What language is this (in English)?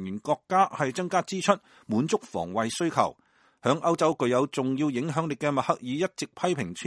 Cantonese